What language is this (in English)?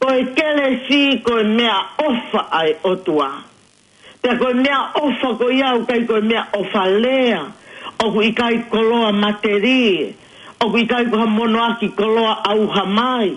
Tongan